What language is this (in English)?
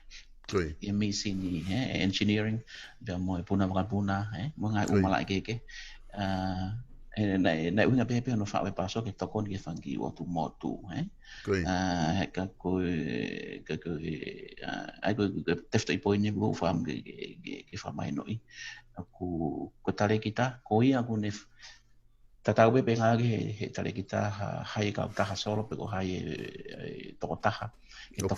Tongan